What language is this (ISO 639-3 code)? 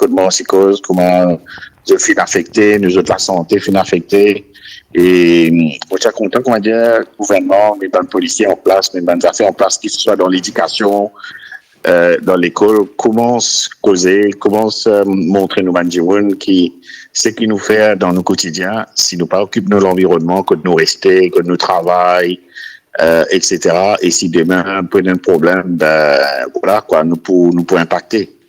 mfe